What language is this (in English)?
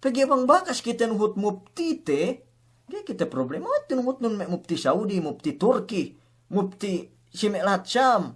Yakan